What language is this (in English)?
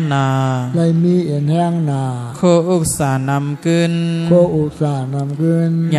Shan